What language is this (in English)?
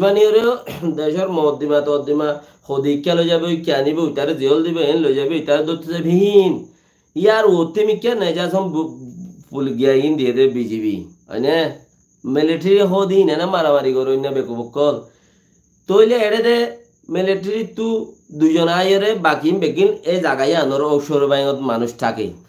Rohingya